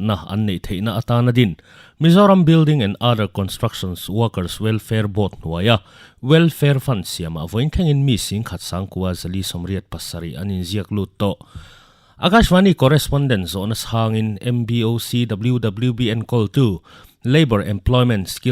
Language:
Mizo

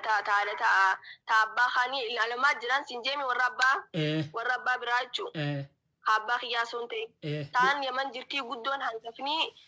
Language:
Oromo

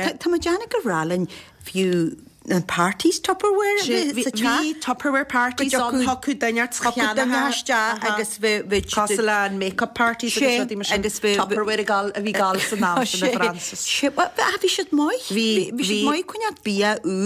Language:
Irish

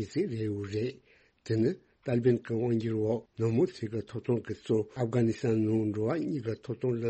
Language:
Tibetan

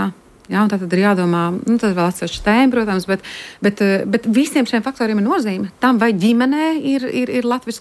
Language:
Latvian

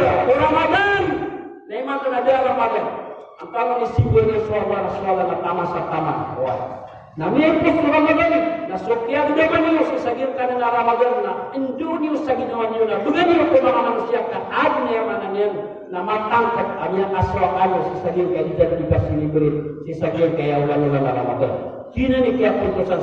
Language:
Maranao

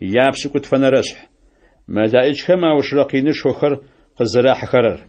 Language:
Adyghe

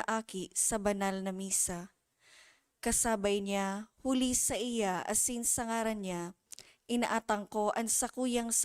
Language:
Bikol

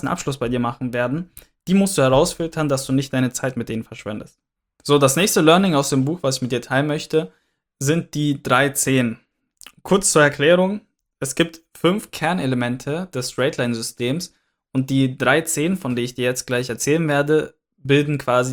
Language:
German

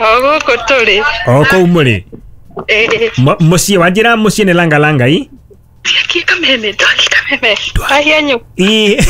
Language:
Kikuyu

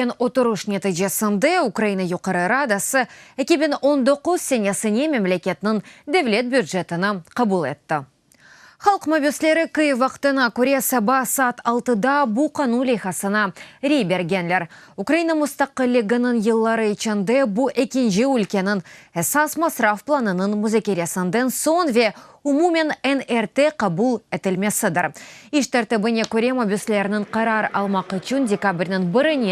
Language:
Crimean Tatar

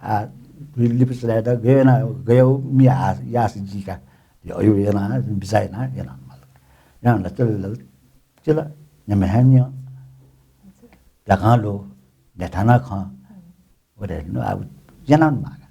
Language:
Newari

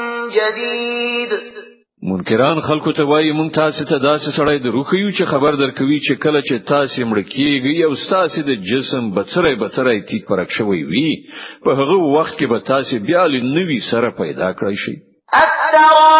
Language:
Pashto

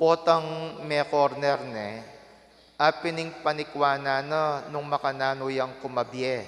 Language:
Pampanga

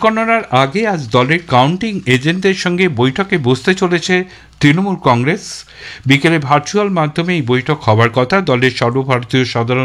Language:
Bangla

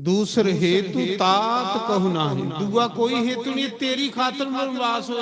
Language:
Dogri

